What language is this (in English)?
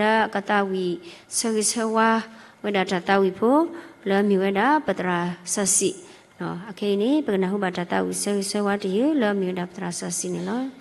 S'gaw Karen